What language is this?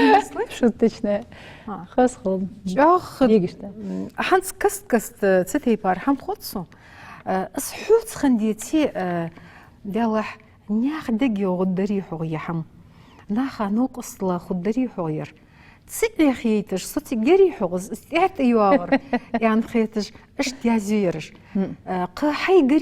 Ingush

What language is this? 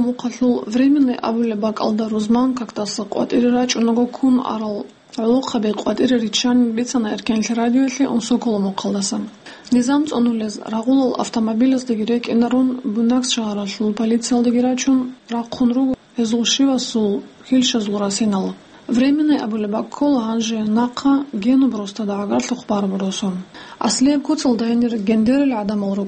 Avaric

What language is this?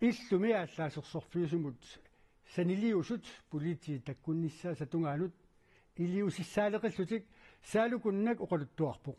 Kalaallisut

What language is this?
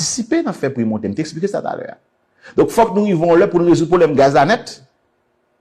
Haitian Creole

